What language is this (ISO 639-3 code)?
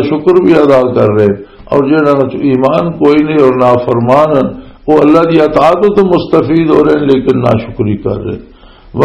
lah